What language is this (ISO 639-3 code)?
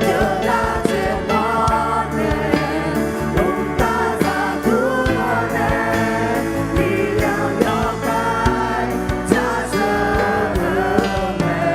ahk